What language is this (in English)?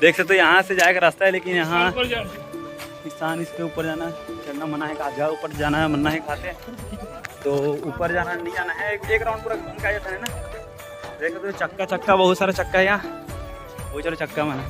Chhattisgarhi